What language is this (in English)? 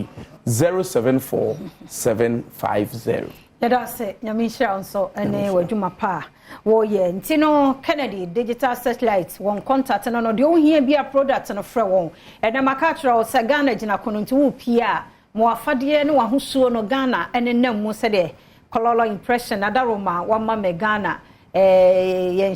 Akan